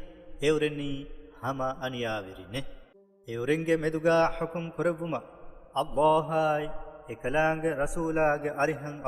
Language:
Divehi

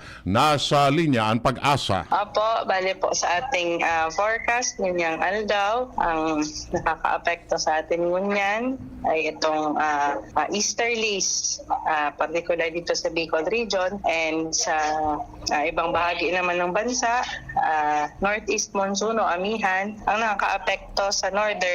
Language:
Bikol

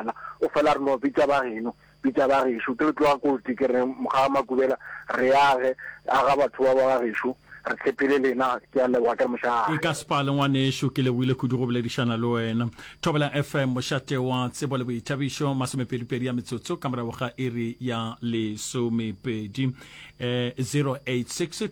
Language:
Northern Sotho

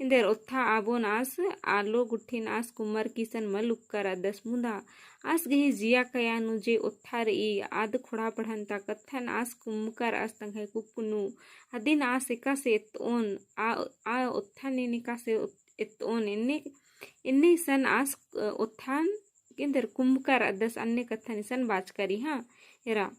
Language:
Kurukh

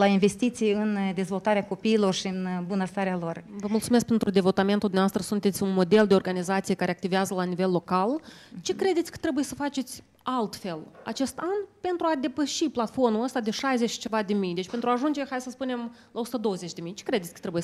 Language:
Romanian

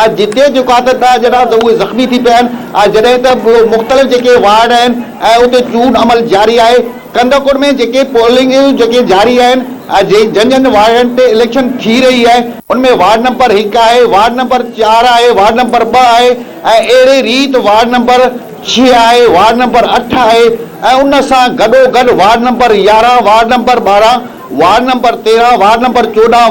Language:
Sindhi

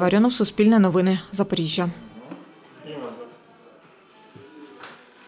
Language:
Ukrainian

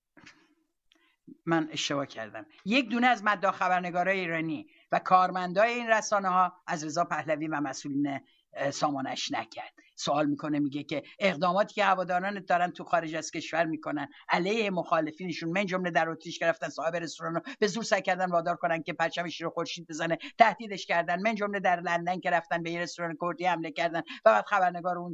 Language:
Persian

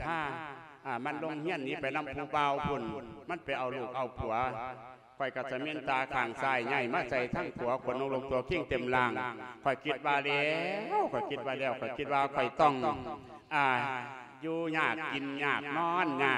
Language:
Lao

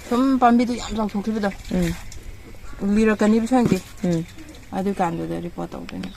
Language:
Manipuri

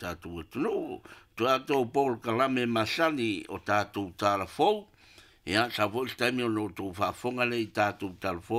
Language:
Samoan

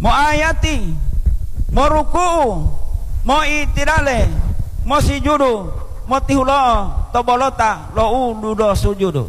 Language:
Gorontalo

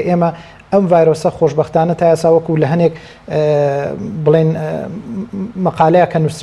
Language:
Central Kurdish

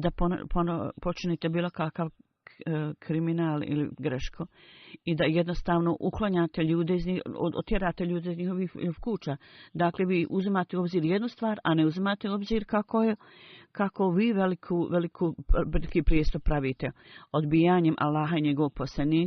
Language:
Bosnian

